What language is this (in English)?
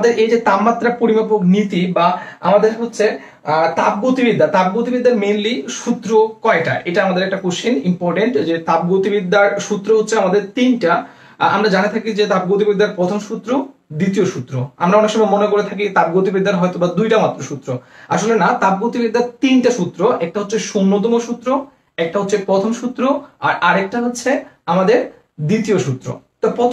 Bangla